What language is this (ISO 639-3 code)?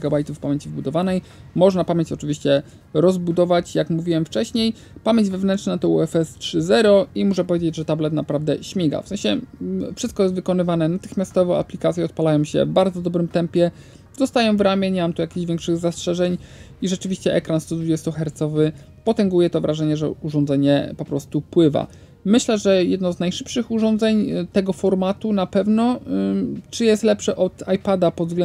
pol